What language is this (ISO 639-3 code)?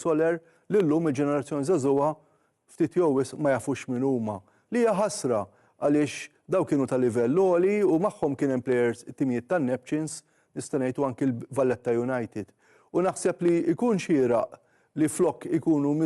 mlt